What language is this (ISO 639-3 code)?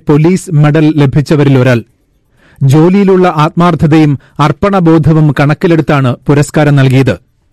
mal